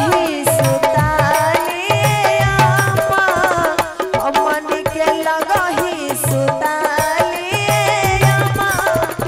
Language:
Bhojpuri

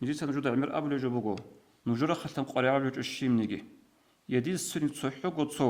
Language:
Avaric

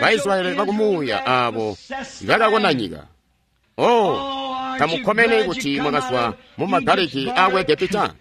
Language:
Tonga (Zambia)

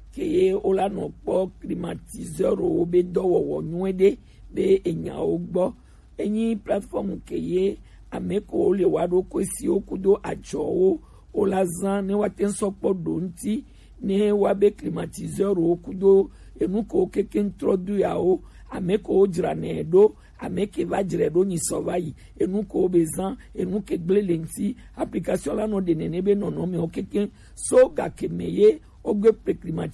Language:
Gen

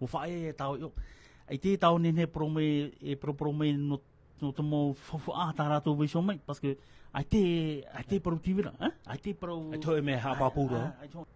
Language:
Tahitian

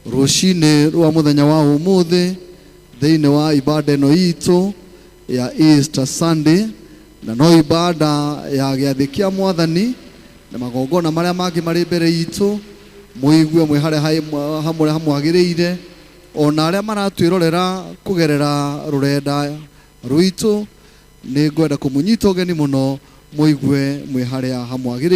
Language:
Kikuyu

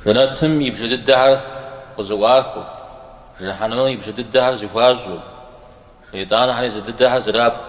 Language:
Kabardian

